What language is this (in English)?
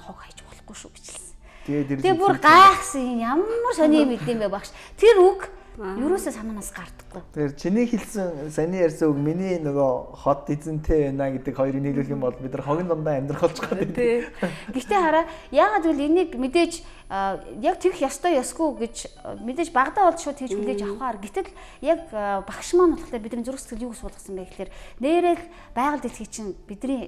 Mongolian